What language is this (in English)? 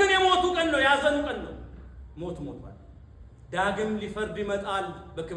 Amharic